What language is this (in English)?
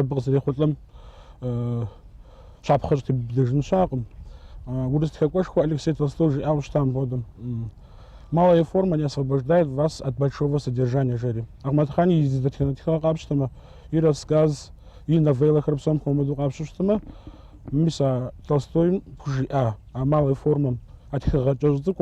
Kabardian